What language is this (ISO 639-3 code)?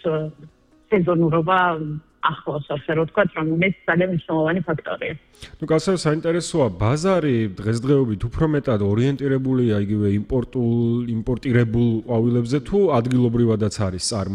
kat